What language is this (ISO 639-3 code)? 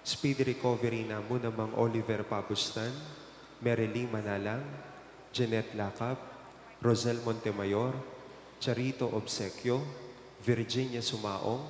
pam